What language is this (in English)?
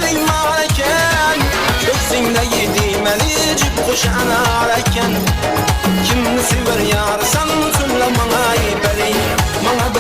Kara-Kalpak